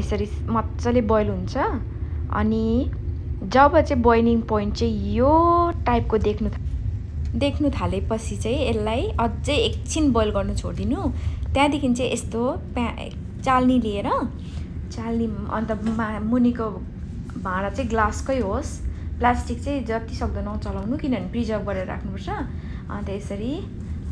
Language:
Nepali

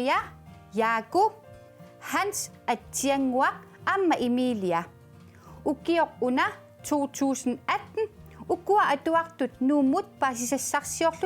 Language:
Kalaallisut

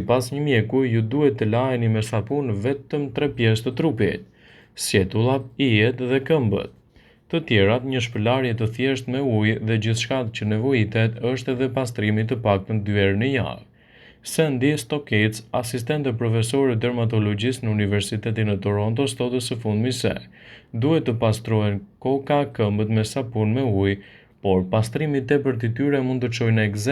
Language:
Albanian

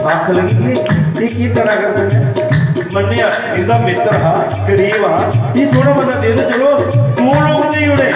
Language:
Dogri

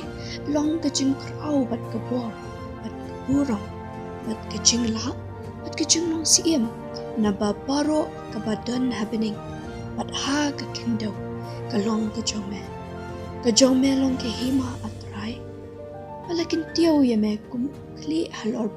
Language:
Khasi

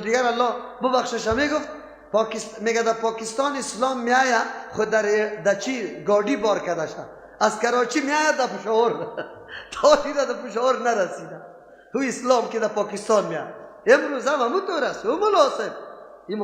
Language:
Persian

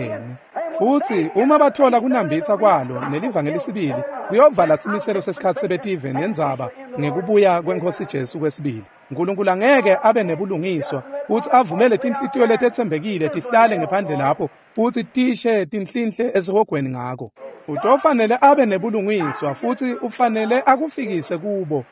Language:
Swati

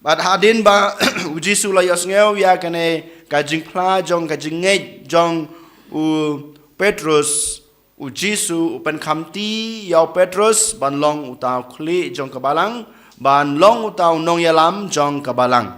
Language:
Khasi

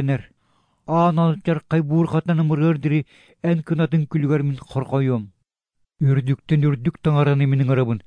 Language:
Yakut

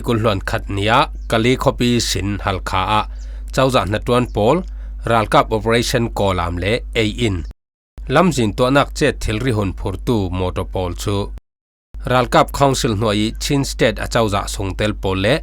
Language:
Falam Chin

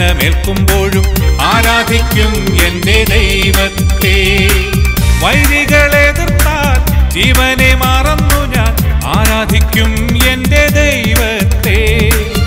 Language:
Malayalam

